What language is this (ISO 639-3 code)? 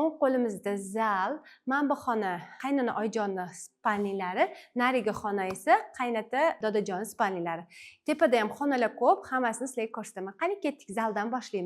uzb